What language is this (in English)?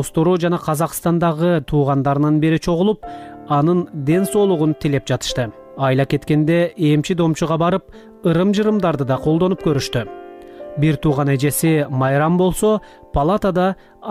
Kyrgyz